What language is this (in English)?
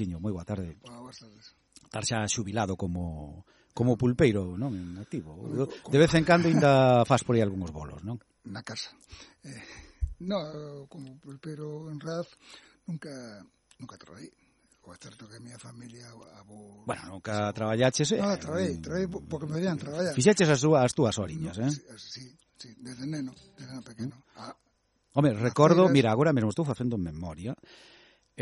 Galician